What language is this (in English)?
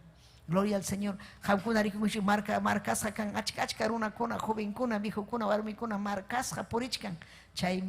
Ayacucho Quechua